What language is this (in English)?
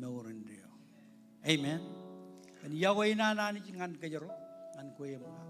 Marshallese